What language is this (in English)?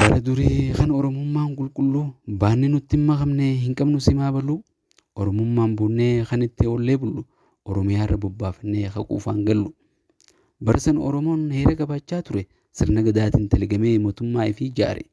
Oromo